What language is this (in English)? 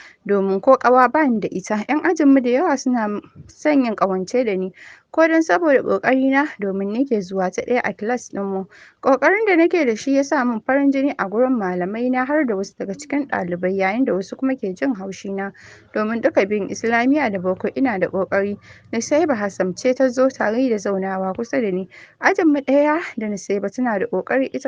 Hausa